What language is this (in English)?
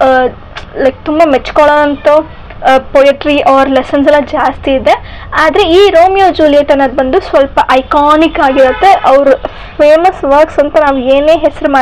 Kannada